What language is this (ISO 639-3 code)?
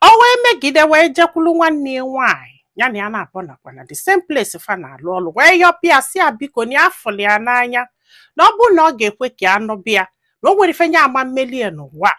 ibo